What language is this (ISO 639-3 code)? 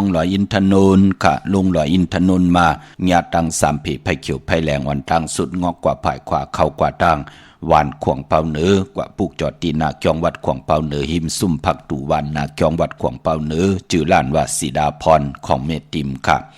shn